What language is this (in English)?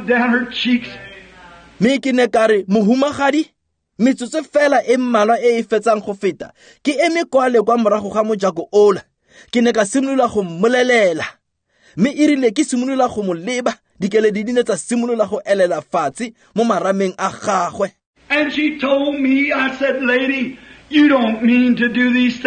Tswana